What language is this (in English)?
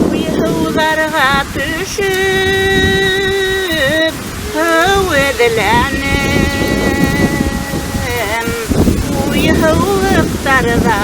Bashkir